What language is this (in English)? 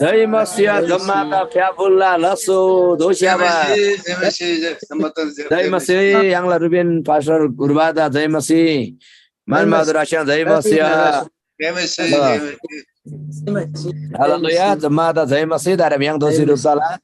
Eastern Tamang